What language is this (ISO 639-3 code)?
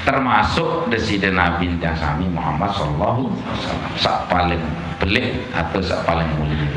sas